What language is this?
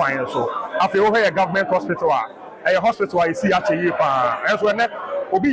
Akan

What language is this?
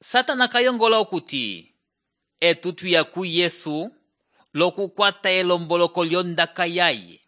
Umbundu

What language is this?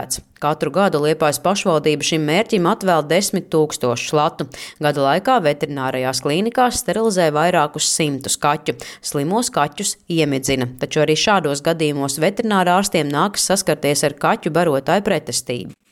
Latvian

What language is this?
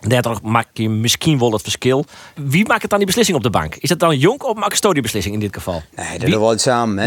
Western Frisian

